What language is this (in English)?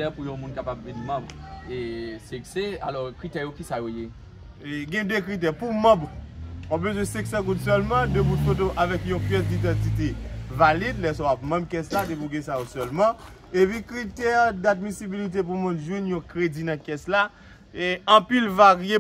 Haitian Creole